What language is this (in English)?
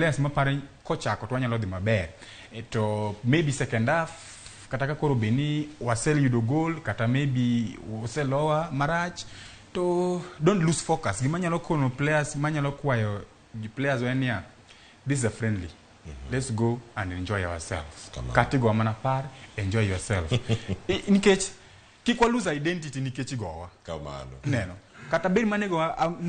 Luo (Kenya and Tanzania)